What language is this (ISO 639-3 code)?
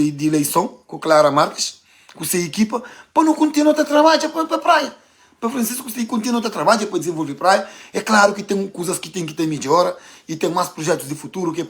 kea